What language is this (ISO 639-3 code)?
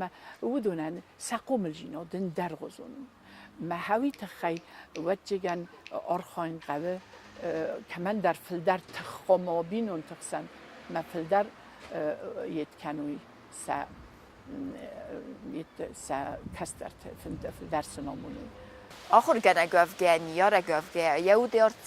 oss